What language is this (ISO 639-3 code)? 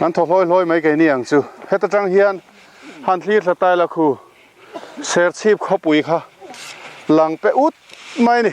lus